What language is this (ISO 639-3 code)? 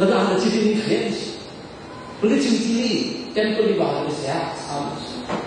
nmf